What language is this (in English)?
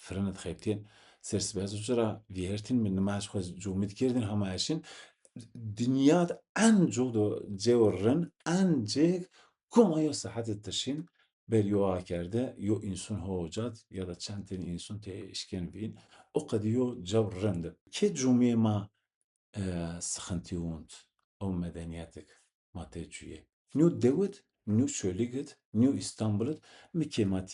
Zaza